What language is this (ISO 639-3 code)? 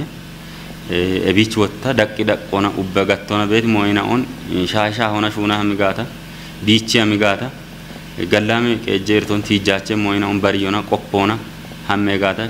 kbr